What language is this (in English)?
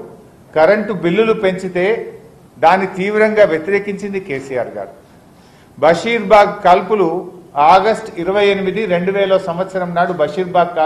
Telugu